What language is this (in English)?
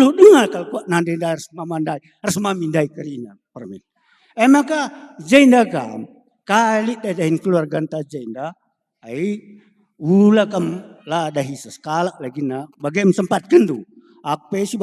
Batak Karo